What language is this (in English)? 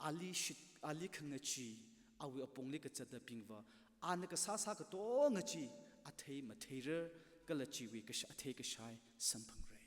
Tangkhul Naga (India)